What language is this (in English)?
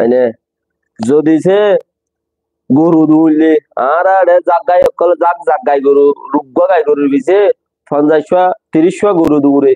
Rohingya